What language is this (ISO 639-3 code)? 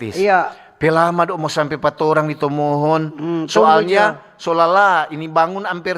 xmm